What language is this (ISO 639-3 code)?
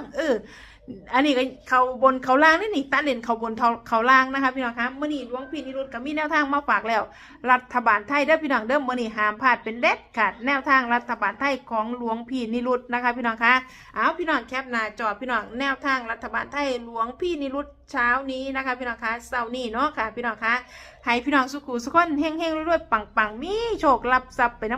tts